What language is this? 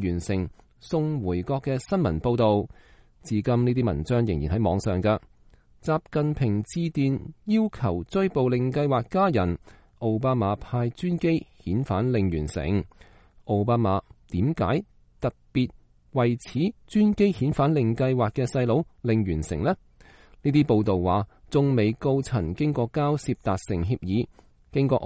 Cantonese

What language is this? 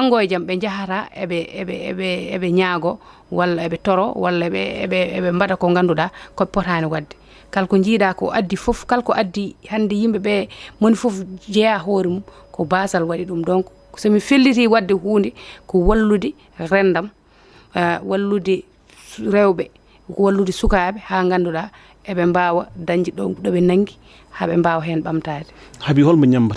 Fula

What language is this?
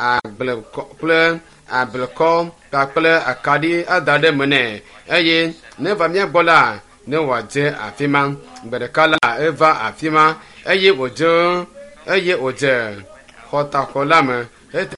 Ewe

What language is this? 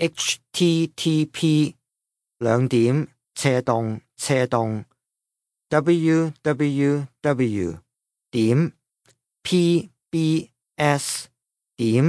Cantonese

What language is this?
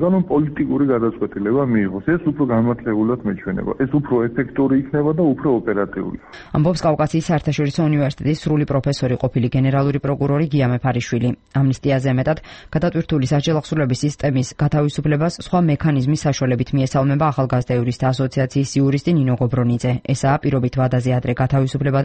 Georgian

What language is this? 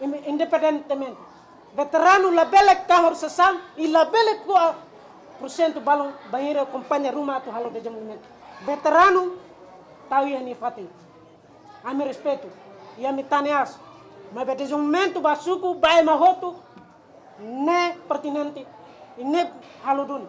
Tetum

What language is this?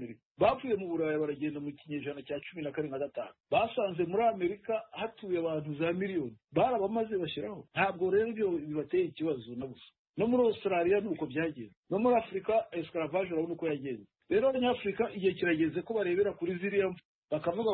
Kinyarwanda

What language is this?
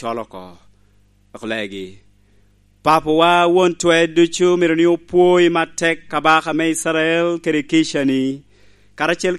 Lango (Uganda)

